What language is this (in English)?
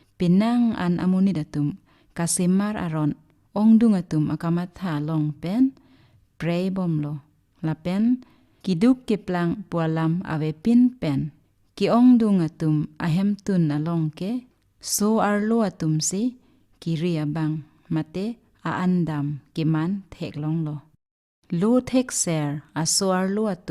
Karbi